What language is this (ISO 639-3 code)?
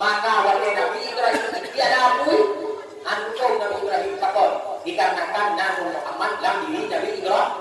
ace